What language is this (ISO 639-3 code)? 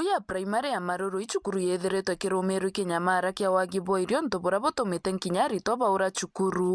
mer